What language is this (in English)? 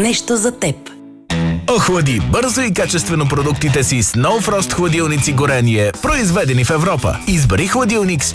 Bulgarian